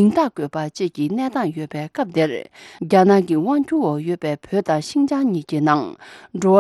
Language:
Tibetan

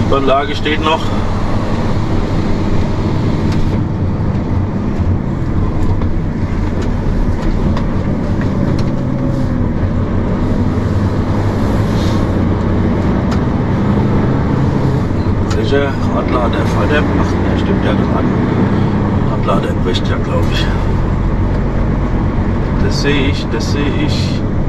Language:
German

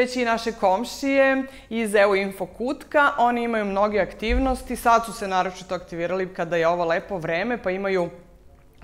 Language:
Serbian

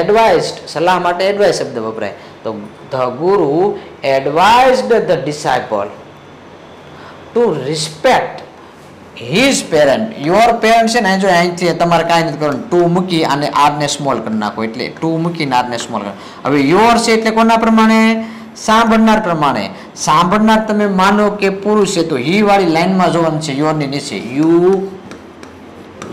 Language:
Gujarati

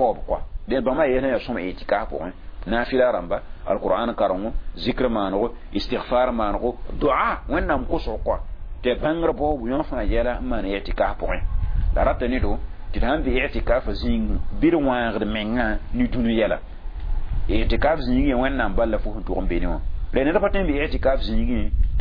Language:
Mossi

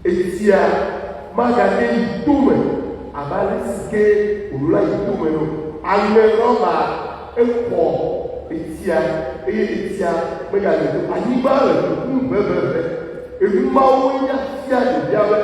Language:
Ewe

